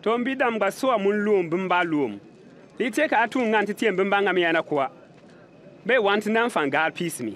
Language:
Bimoba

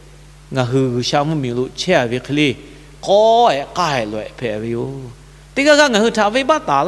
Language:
Lahu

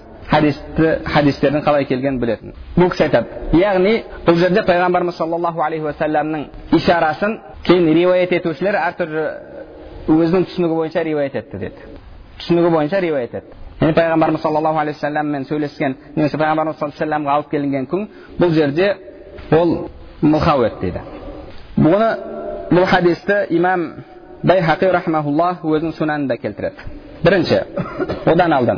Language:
Kazakh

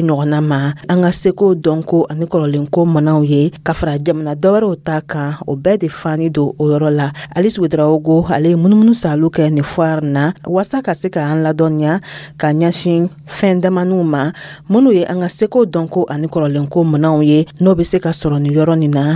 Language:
Dyula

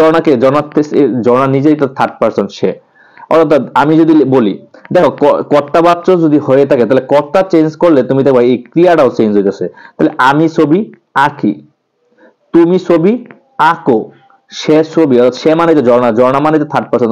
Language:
Bangla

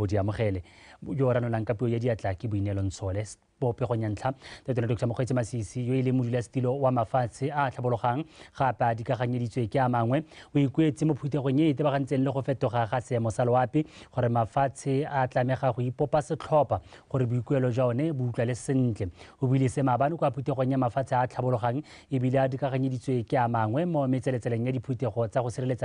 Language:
Tswana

